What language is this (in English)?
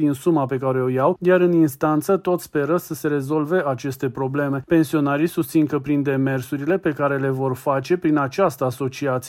Romanian